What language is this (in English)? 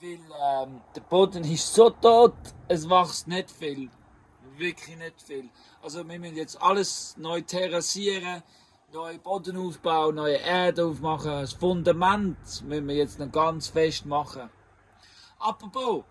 Swiss German